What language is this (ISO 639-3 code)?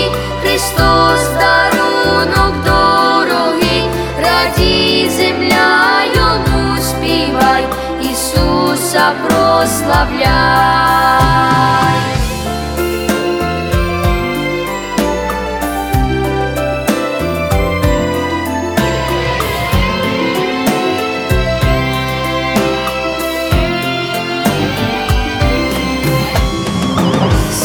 ukr